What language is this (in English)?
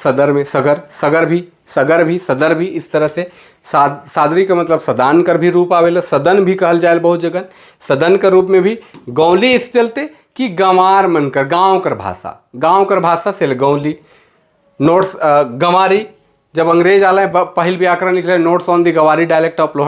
Sadri